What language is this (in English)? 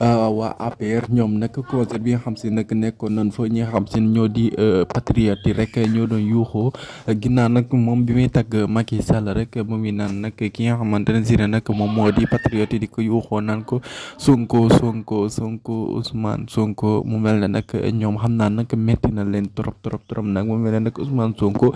Wolof